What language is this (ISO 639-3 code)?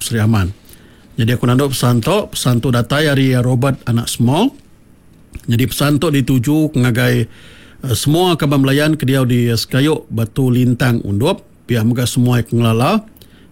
iba